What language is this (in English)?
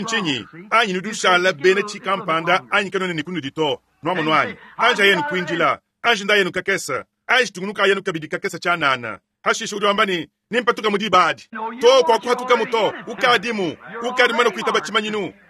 Luba-Lulua